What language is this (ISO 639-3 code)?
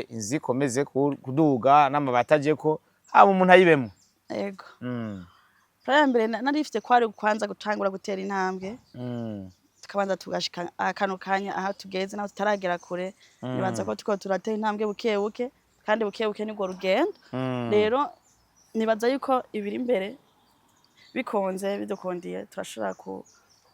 run